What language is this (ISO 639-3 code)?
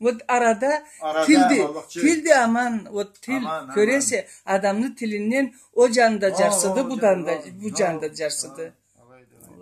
krc